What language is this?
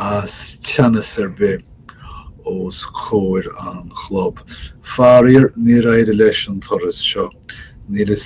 Irish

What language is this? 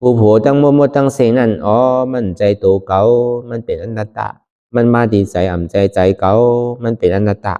Shan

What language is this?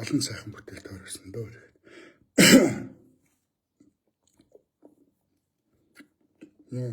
Mongolian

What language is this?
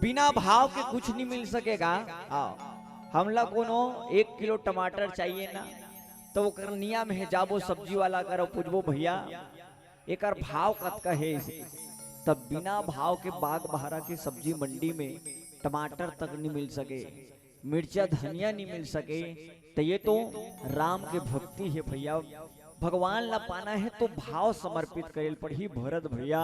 Chhattisgarhi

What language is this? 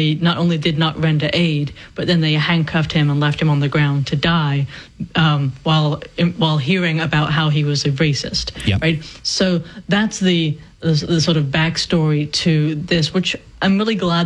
English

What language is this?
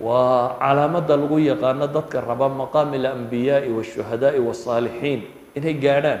Somali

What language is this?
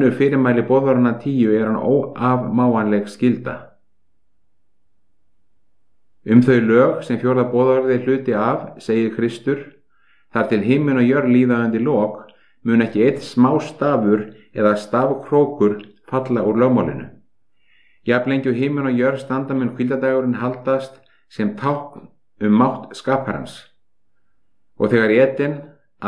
Icelandic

